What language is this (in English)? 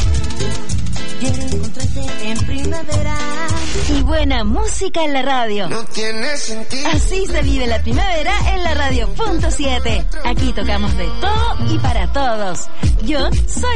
Spanish